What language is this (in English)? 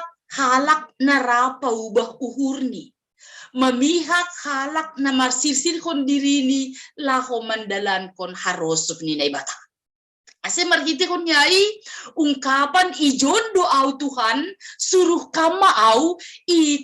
Batak Simalungun